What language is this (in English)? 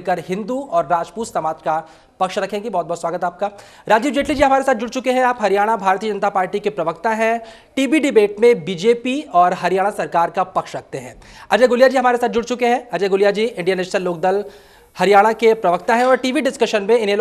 Hindi